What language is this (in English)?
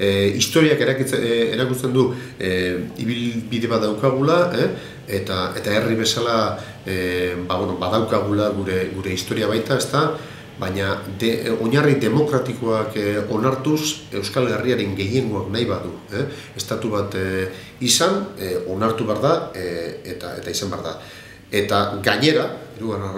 Basque